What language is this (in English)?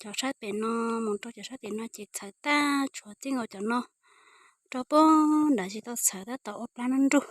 Hmong